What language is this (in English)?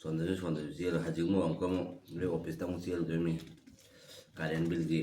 Manipuri